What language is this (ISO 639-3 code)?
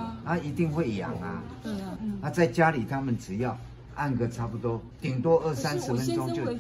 zho